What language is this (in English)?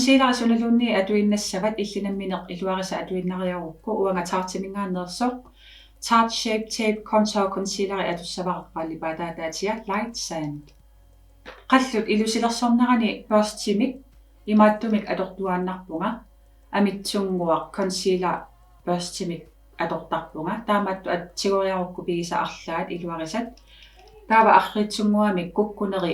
Kalaallisut